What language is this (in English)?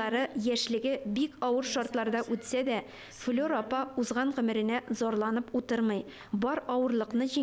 Tatar